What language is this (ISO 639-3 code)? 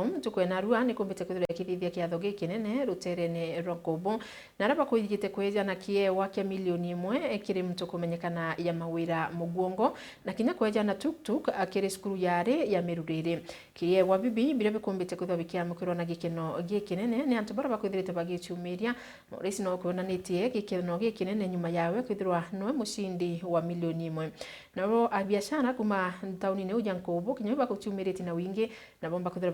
mer